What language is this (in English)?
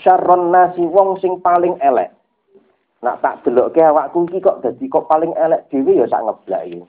Javanese